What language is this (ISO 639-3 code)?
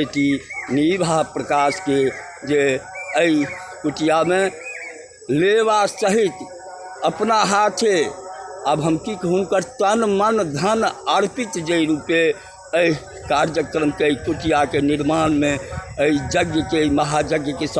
mai